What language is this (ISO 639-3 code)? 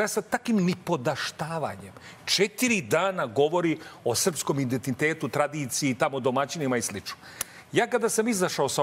srp